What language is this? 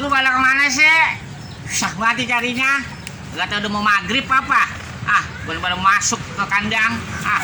Betawi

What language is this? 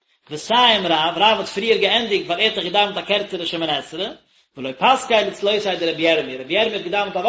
Yiddish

